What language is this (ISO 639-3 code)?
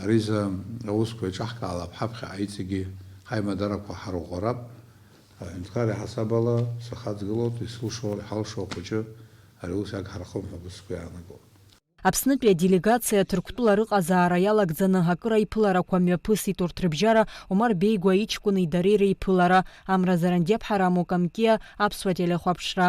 abk